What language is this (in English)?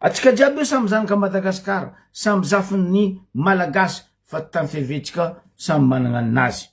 Malagasy